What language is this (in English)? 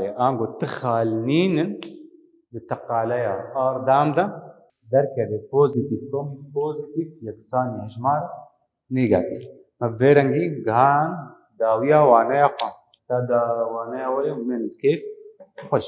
Kurdish